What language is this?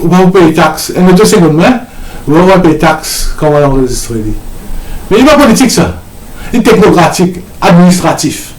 Morisyen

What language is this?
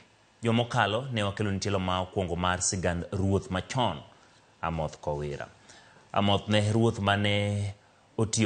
Luo (Kenya and Tanzania)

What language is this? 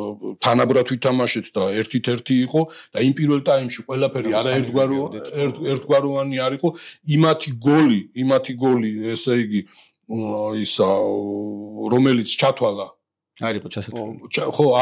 Georgian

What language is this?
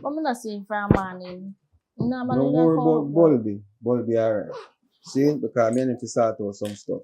Jamaican Creole English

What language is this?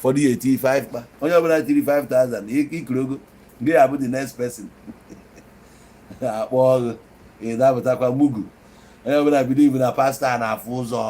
Igbo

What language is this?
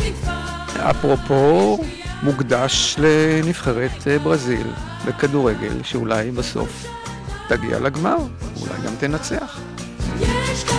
Hebrew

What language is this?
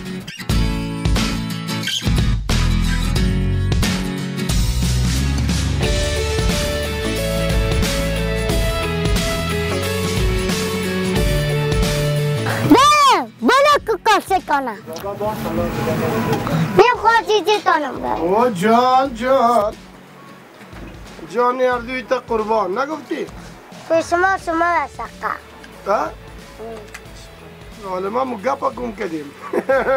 Persian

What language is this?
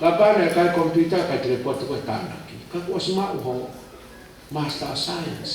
Tongan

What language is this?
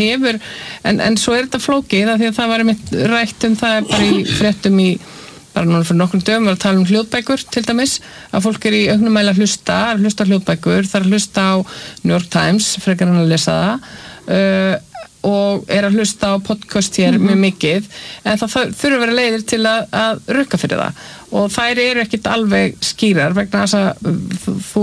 Icelandic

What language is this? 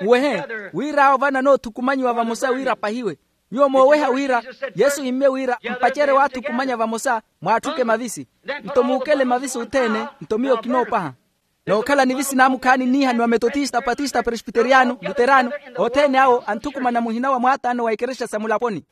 Makhuwa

